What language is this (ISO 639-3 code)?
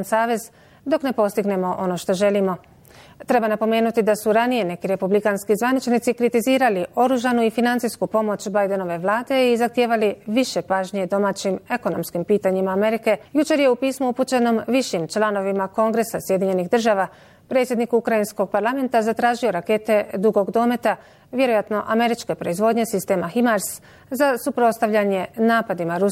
bos